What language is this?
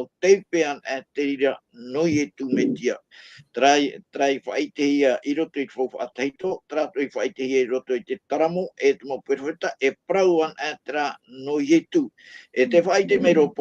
Tahitian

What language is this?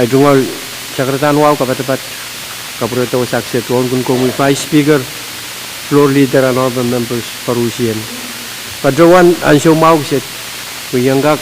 Pohnpeian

